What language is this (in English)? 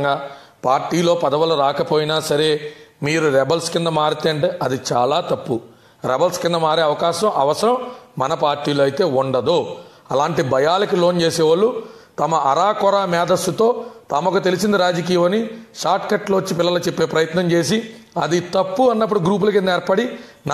Telugu